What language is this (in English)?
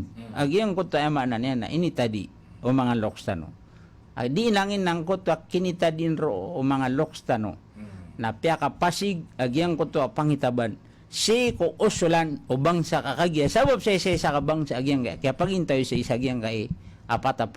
Maranao